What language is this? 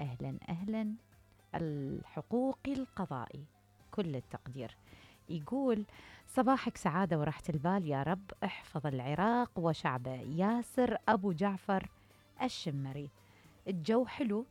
Mesopotamian Arabic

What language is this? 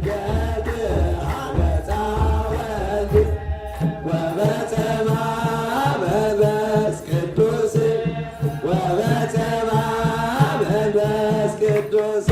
Geez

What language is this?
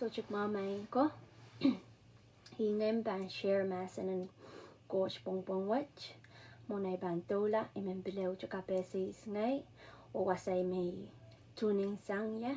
Pohnpeian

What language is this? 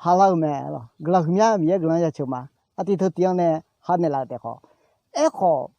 Akha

